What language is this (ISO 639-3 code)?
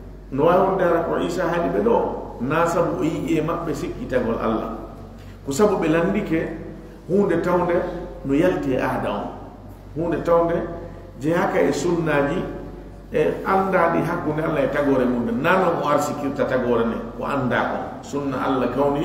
ful